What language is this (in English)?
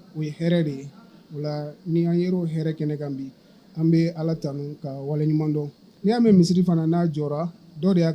Bambara